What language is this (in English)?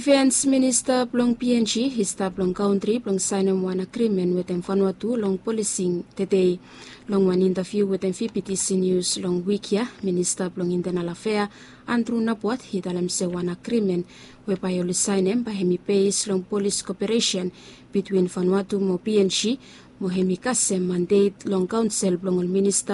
Bislama